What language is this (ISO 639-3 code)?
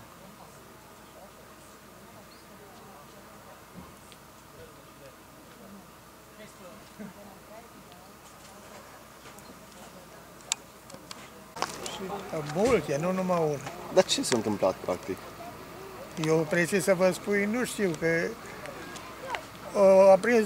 ron